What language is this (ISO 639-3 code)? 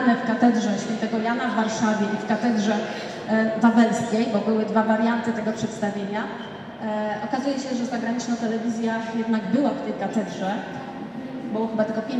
pol